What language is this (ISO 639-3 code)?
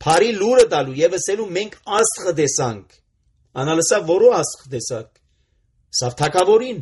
hye